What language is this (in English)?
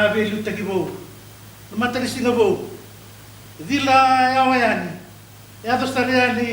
Fijian